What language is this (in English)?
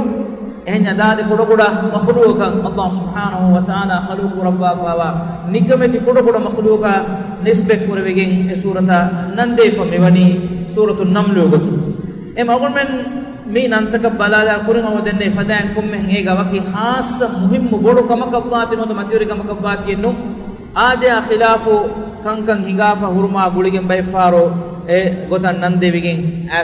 Divehi